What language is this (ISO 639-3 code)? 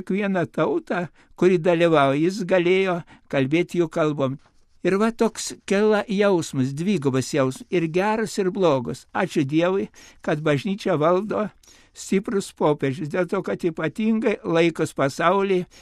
lit